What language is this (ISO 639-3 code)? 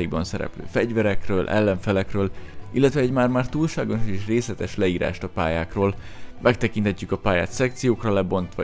hun